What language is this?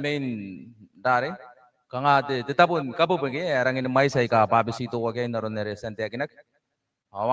Gilbertese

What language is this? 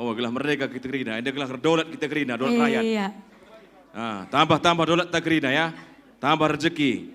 Batak Karo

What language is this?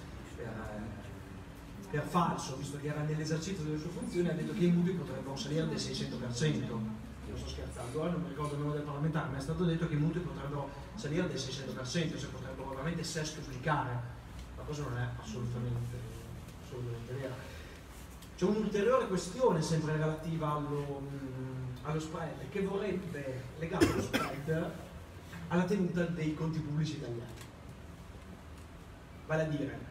Italian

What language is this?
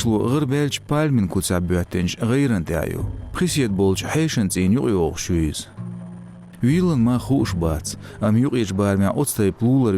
Chechen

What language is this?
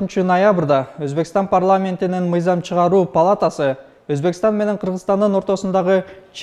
Kyrgyz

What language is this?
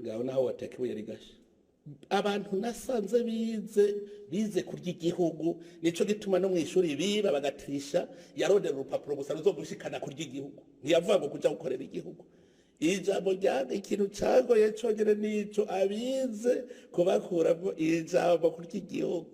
Rundi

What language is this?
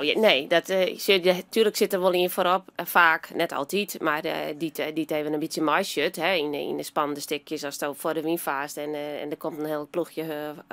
Western Frisian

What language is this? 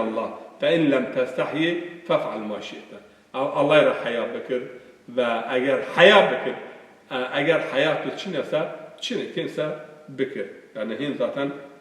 Zaza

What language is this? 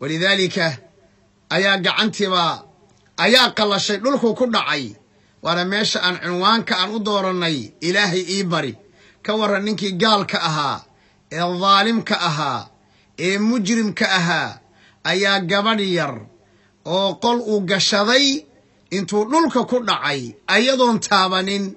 Somali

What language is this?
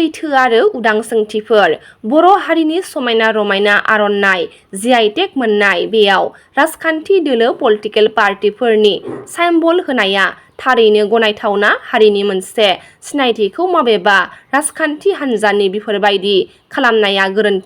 Bodo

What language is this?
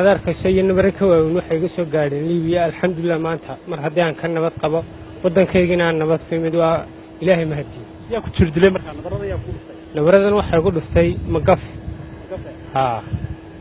Somali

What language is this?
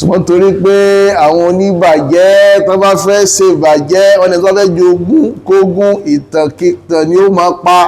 Yoruba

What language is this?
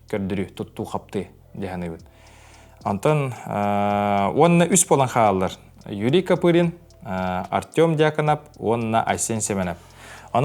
Yakut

